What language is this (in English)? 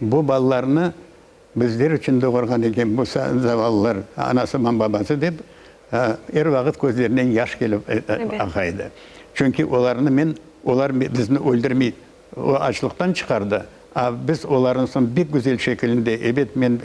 Crimean Tatar